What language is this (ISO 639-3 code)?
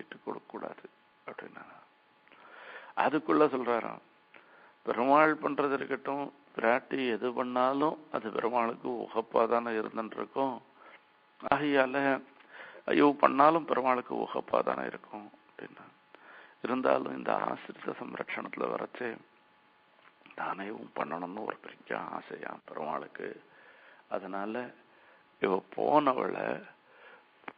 tam